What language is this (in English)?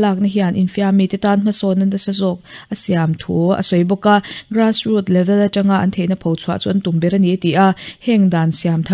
Mizo